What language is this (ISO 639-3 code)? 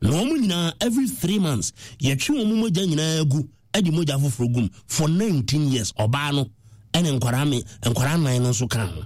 aka